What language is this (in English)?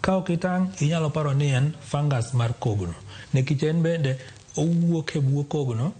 Luo (Kenya and Tanzania)